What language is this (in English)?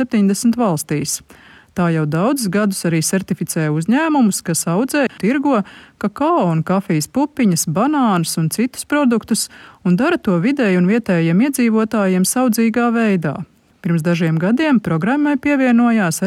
Latvian